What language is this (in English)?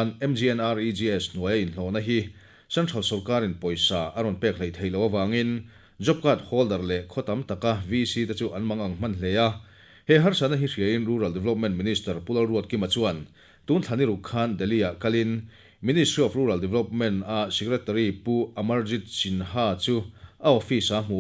Mizo